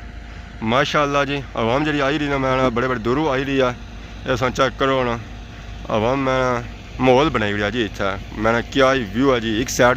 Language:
Pahari-Potwari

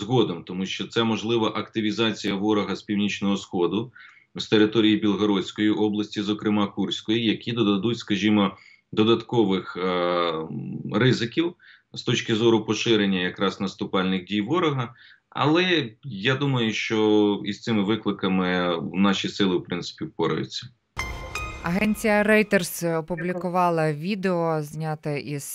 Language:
Ukrainian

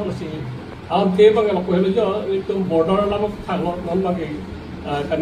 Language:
Karbi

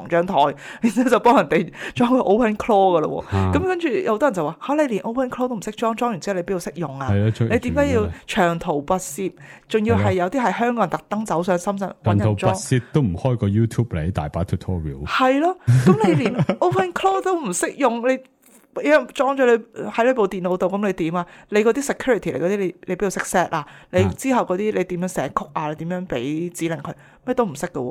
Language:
Cantonese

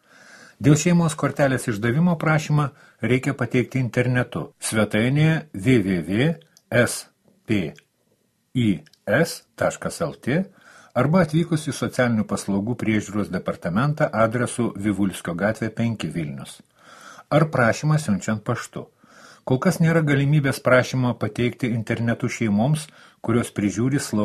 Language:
Lithuanian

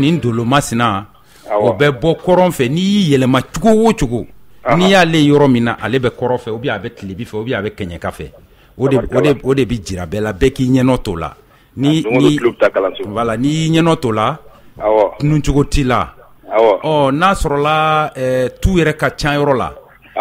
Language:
Bambara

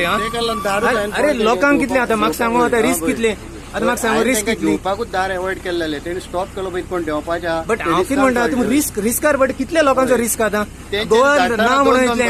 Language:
Konkani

